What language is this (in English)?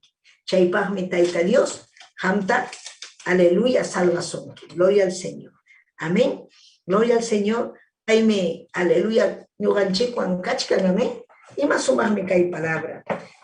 Ayacucho Quechua